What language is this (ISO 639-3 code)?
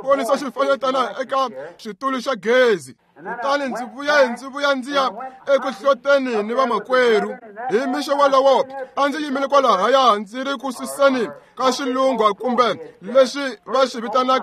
tso